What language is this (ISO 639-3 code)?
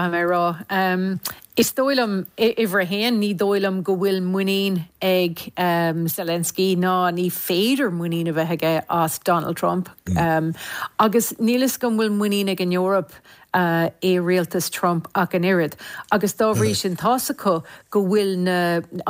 gle